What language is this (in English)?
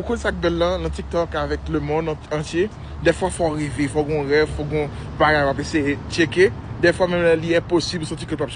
Haitian Creole